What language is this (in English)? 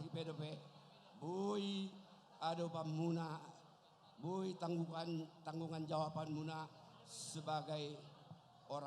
Batak Toba